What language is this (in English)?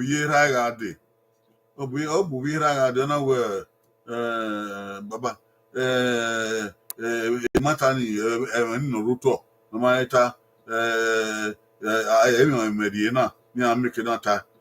Bini